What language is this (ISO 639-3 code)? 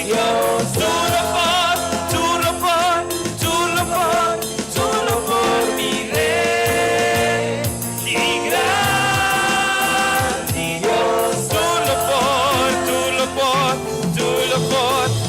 pap